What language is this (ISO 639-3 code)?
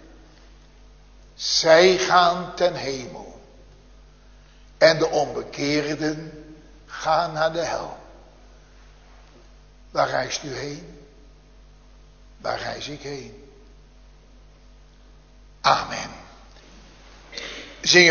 nld